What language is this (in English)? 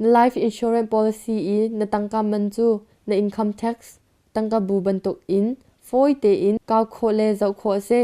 Hakha Chin